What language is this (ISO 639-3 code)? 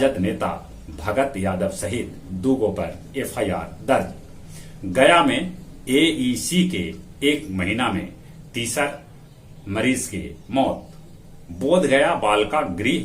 mag